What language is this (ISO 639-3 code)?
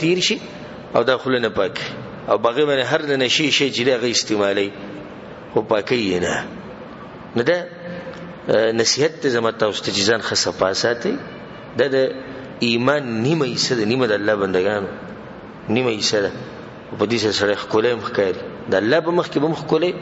pus